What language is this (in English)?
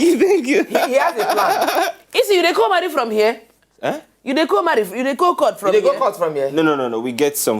Nigerian Pidgin